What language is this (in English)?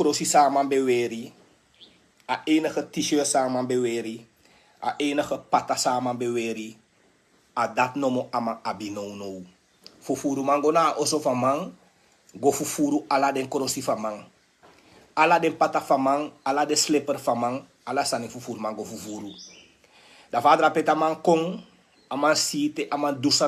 Sranan Tongo